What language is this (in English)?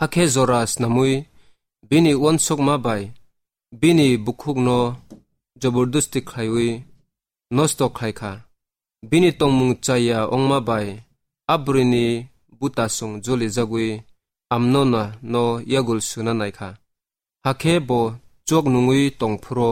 Kok Borok